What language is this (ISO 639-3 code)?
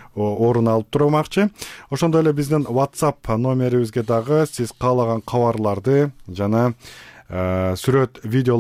kir